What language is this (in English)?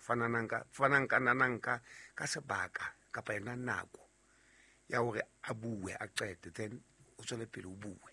Southern Sotho